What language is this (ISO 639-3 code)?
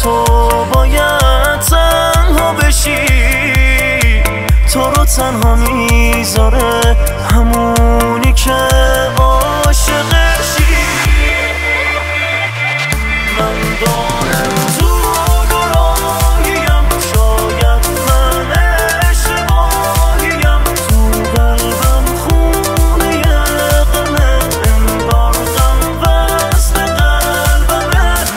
fas